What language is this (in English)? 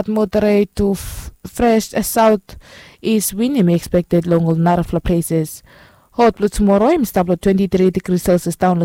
Bislama